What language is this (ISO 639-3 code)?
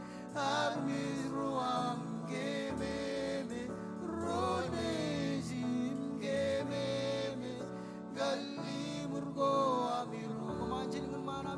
mah